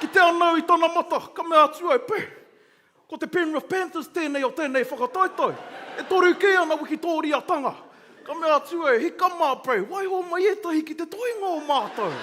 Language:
Māori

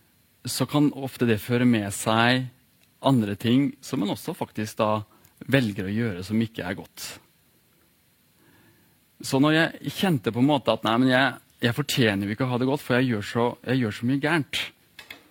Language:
Norwegian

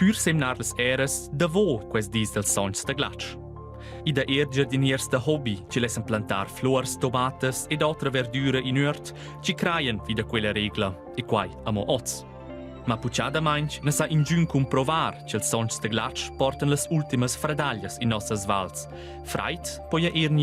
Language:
Romansh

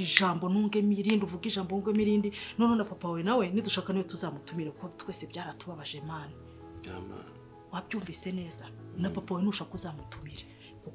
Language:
Kinyarwanda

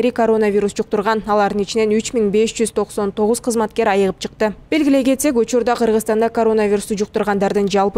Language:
Kyrgyz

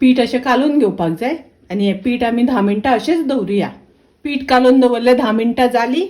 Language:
Konkani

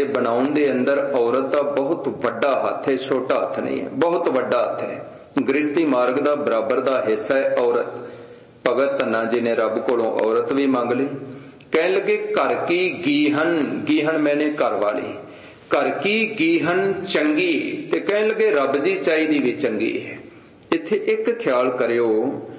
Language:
Punjabi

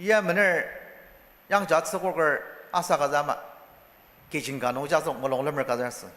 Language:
Ao Naga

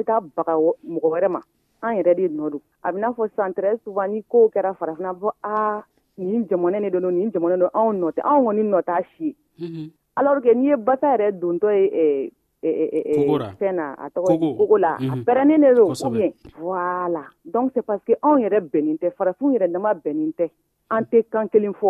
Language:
Dyula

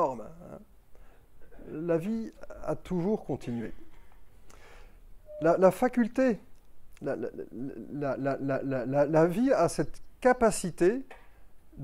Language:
French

